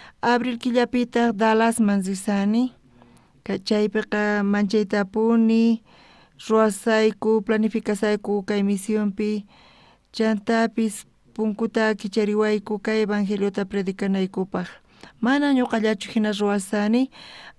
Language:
South Bolivian Quechua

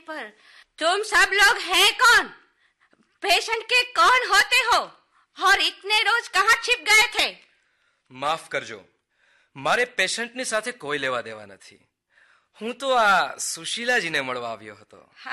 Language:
Gujarati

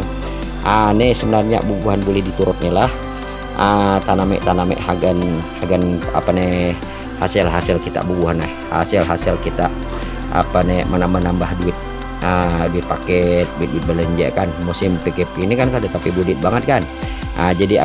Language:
Banjar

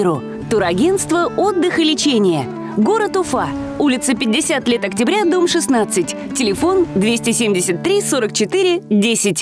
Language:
Bashkir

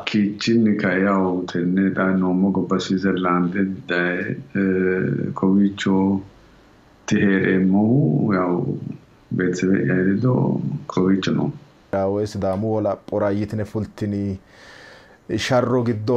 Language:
Sidamo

